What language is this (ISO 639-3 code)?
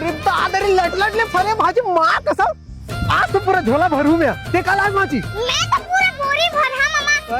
hne